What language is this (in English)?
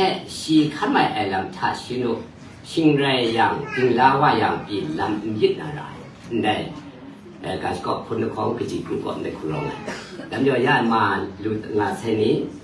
Kachin